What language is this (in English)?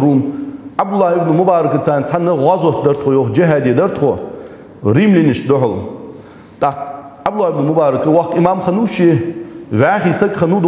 Ingush